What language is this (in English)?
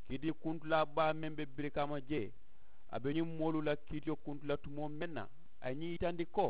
Mandingo